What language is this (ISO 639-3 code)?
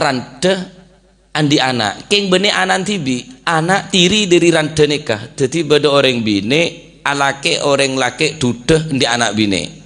mad